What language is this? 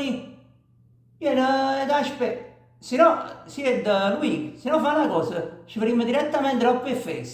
Neapolitan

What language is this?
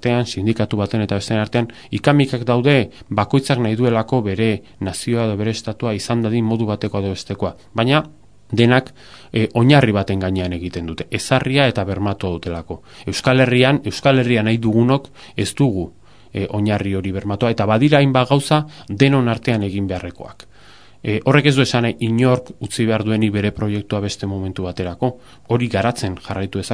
Basque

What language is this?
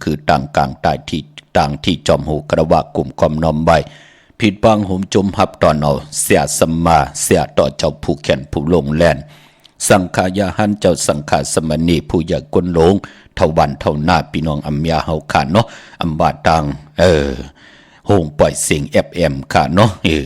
Shan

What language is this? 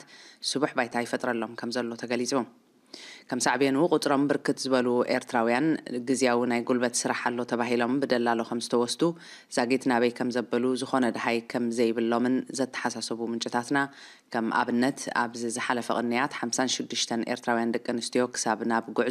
Tigrinya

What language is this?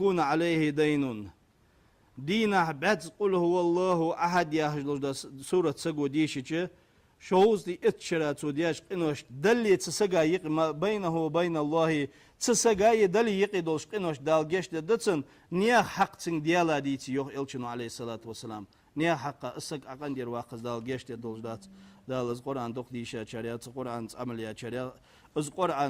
Ingush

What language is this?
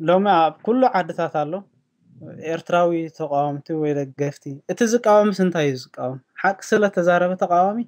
Tigrinya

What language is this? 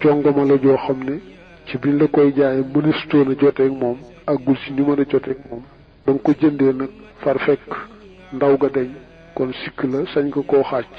Wolof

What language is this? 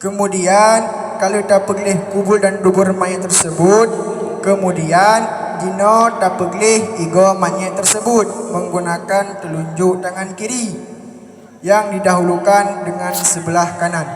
Achinese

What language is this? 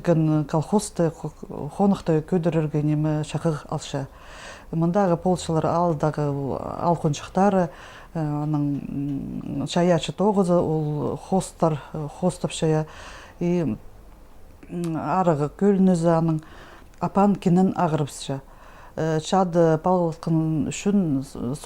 Khakas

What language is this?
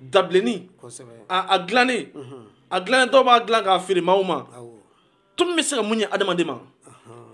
Bambara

